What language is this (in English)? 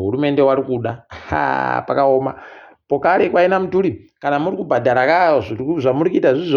Ndau